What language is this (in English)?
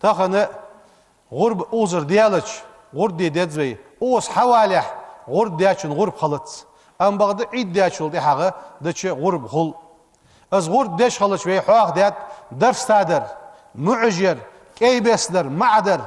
Ingush